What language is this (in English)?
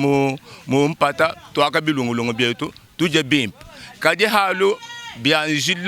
Luba-Lulua